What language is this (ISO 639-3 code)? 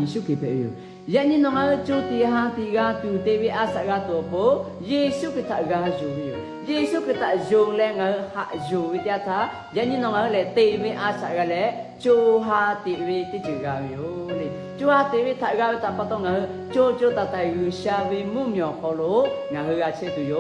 lhu